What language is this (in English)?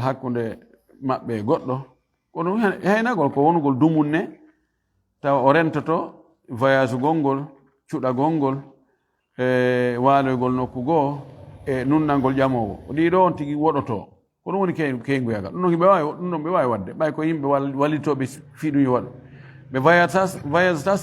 Fula